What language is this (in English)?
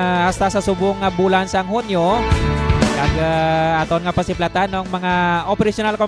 Hiligaynon